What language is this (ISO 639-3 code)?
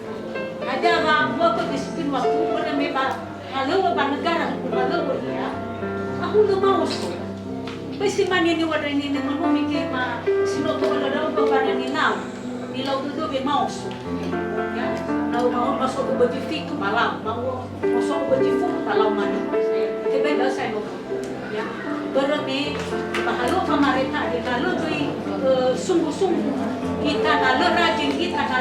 nia